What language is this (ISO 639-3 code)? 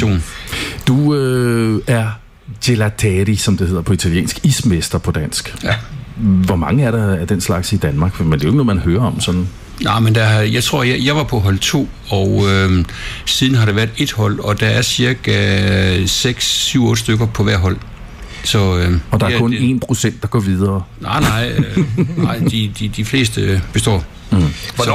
dan